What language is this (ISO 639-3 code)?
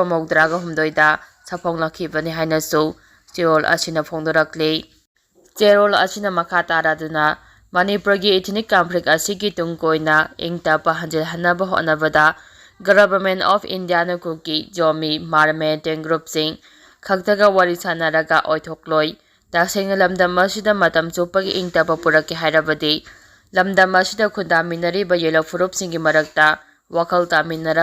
mni